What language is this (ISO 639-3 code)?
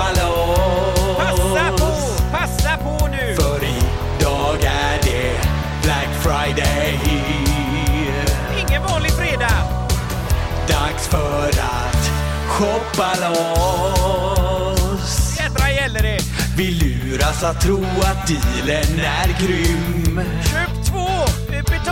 swe